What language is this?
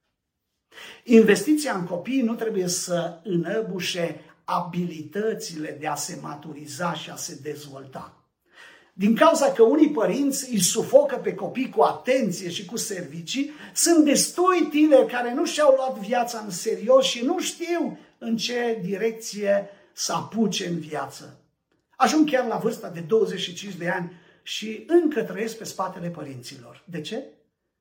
Romanian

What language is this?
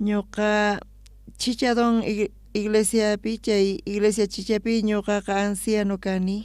South Bolivian Quechua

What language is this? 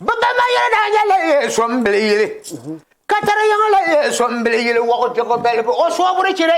Dagbani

